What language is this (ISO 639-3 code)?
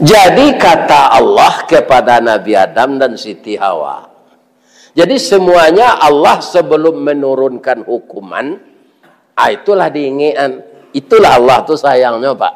min